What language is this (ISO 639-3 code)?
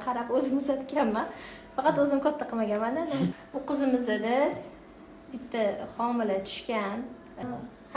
uzb